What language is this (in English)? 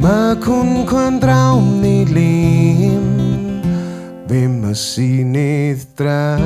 Bavarian